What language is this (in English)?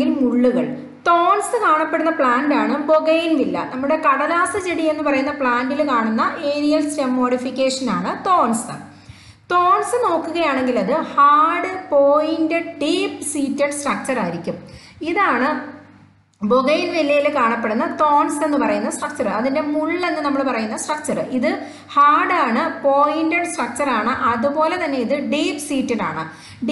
Malayalam